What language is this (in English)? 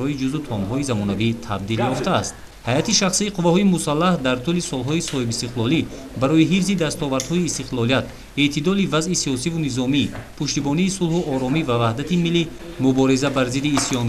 Tajik